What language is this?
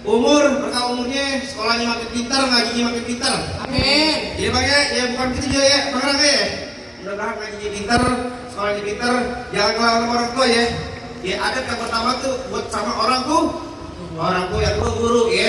Betawi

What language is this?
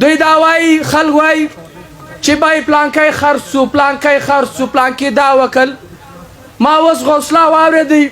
Pashto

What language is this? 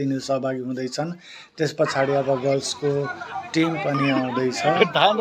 Nepali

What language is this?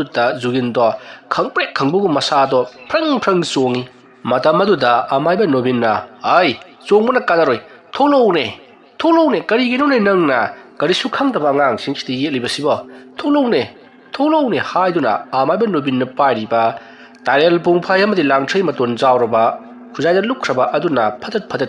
Manipuri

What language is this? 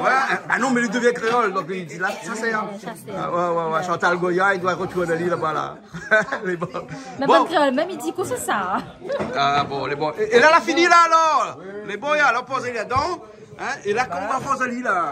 Réunion Creole French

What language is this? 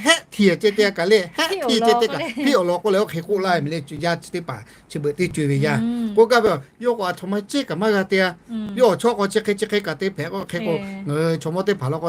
Lahu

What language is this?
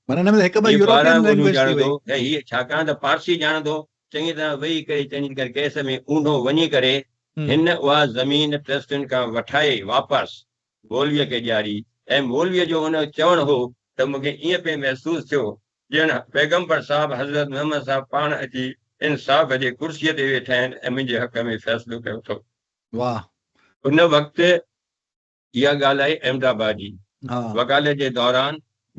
Sindhi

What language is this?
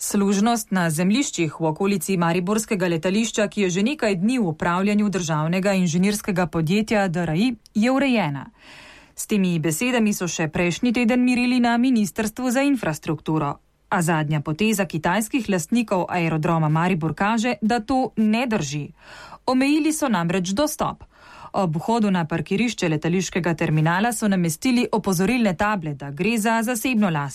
Slovenian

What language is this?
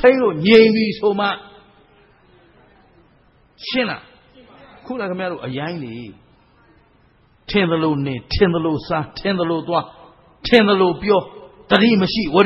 Burmese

